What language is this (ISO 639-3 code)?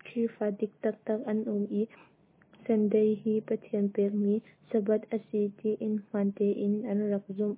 cnh